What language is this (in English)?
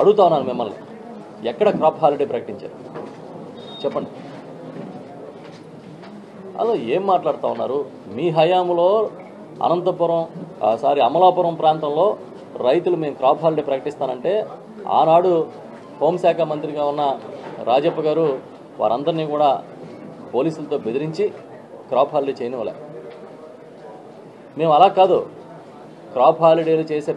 Telugu